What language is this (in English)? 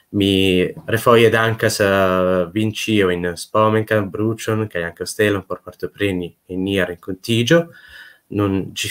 Esperanto